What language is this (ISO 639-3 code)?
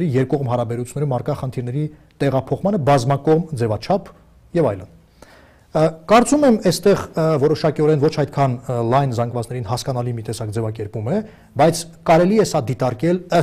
hye